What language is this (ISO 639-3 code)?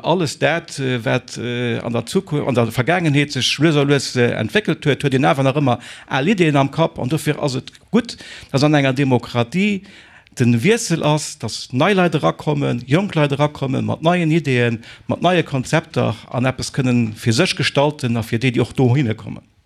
ltz